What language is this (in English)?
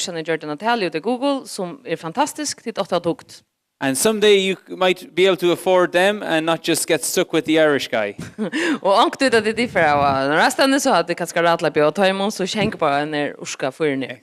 Faroese